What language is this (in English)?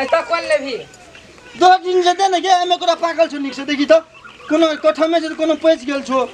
Maithili